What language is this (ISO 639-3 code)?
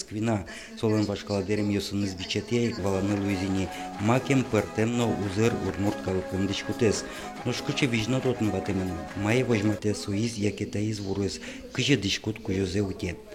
udm